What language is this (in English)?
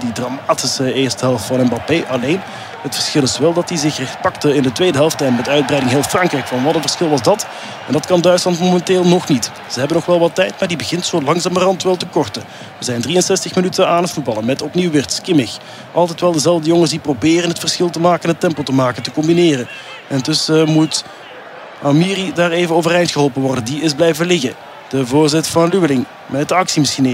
Dutch